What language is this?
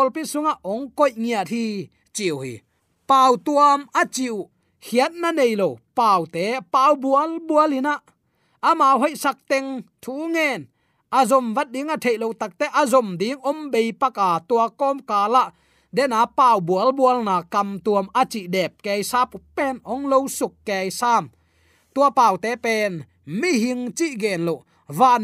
Tedim Chin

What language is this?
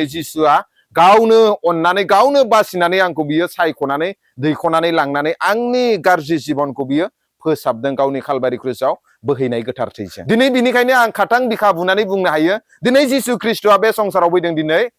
Bodo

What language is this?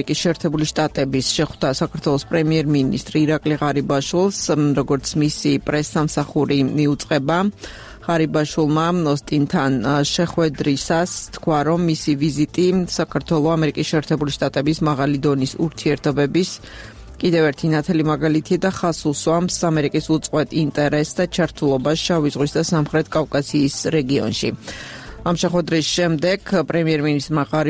Georgian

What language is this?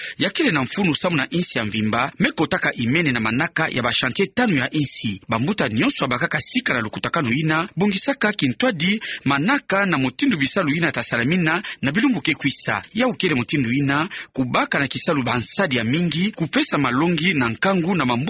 Kituba (Democratic Republic of Congo)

